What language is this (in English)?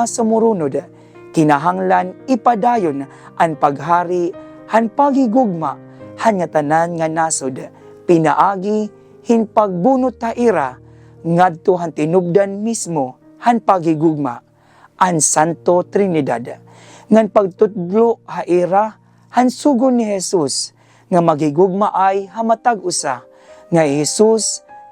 Waray